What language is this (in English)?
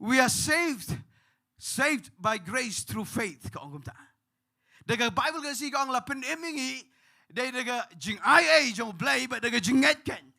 Khasi